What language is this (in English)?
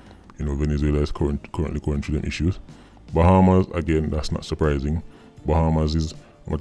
Jamaican Creole English